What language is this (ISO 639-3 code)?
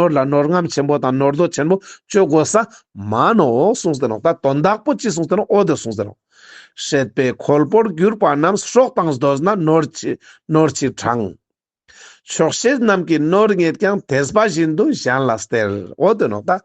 lbj